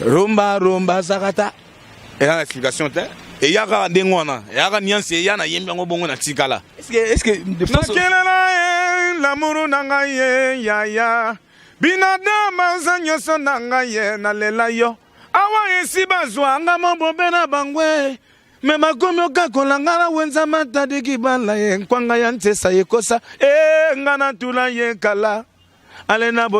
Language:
Lingala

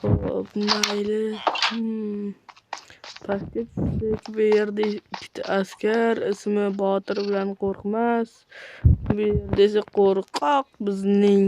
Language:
Uzbek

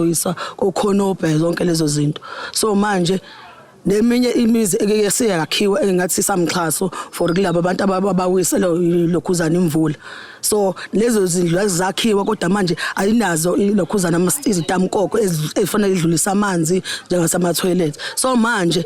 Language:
Zulu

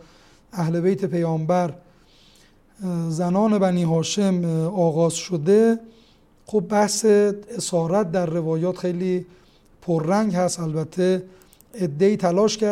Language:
Persian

